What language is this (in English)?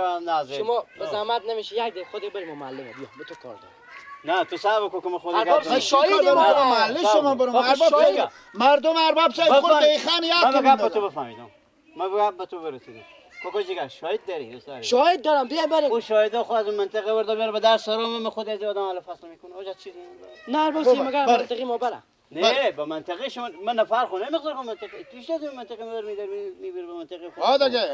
Persian